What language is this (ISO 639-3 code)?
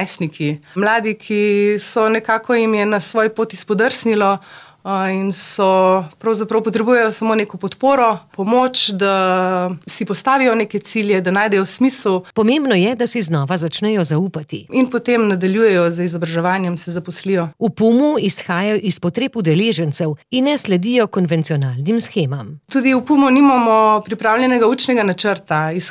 slv